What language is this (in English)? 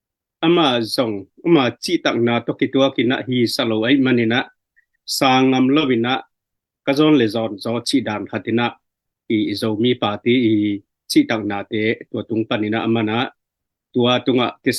Tedim Chin